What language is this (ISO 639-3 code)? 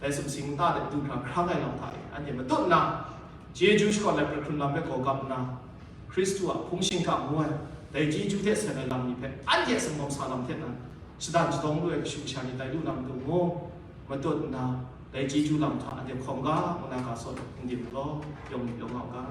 kac